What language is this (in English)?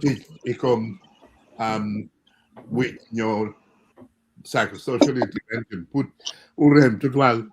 Acoli